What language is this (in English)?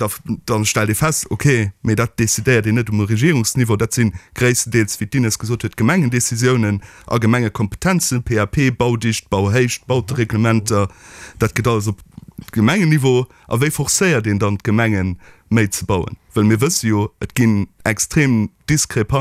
Luxembourgish